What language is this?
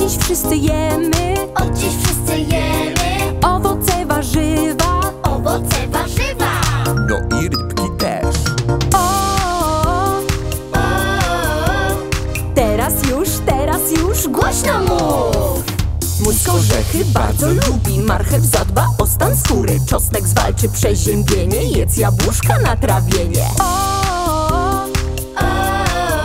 Polish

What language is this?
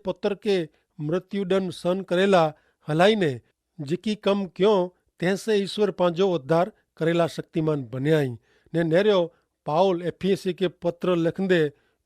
Kachhi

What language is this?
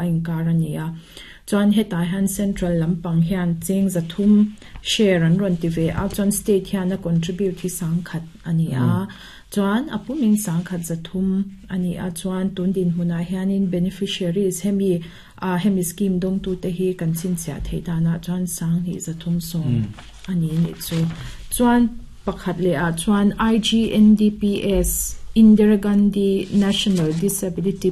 Mizo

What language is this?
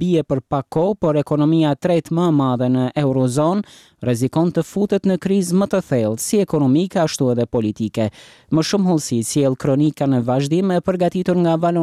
Albanian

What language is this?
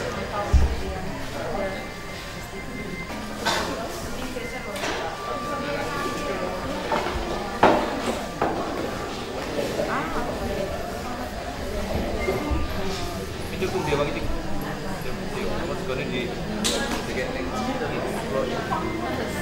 Indonesian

